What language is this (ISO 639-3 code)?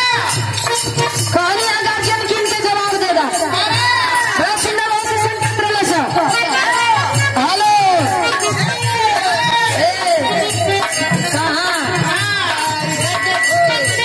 bho